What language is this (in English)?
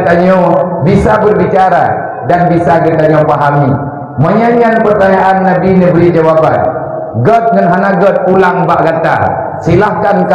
Achinese